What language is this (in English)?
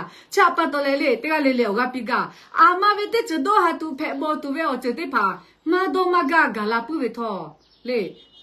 Lahu